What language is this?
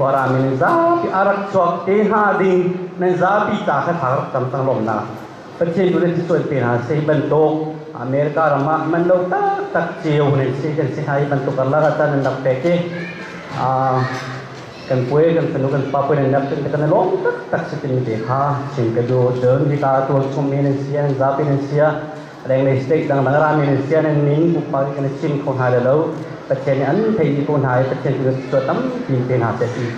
Hakha Chin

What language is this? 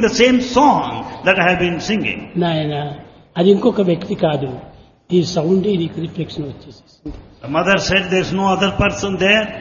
Telugu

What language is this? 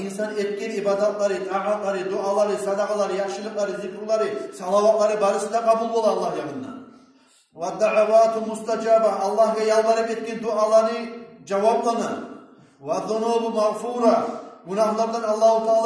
Kumyk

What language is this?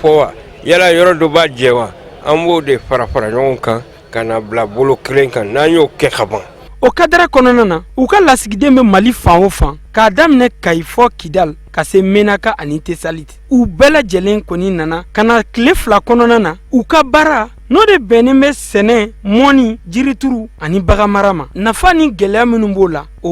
Bambara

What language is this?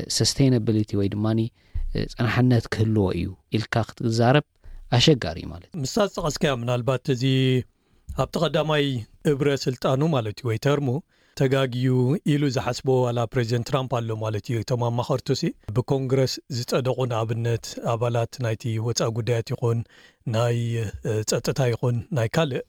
Tigrinya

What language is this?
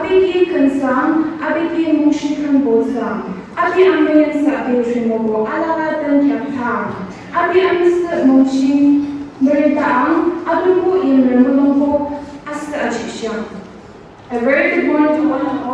Yimchungru Naga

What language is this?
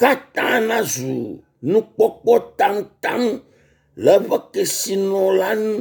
Ewe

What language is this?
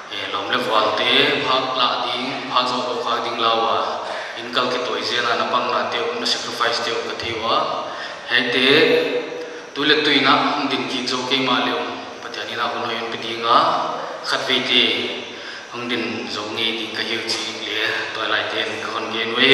Paite Chin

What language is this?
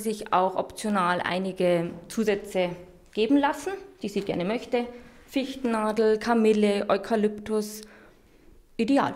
German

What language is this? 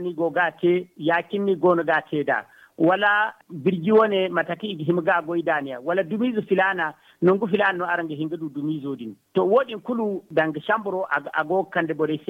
Zarma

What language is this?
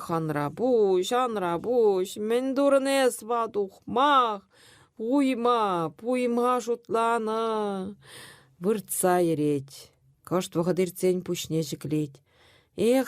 Chuvash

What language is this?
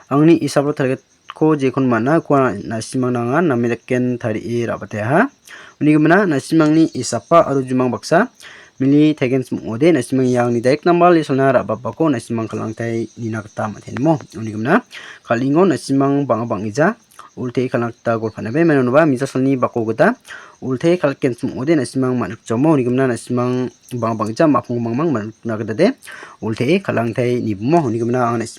Garo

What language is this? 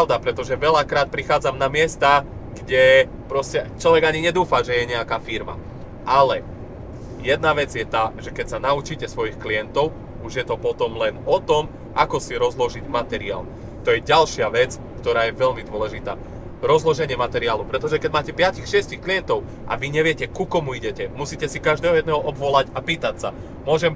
Slovak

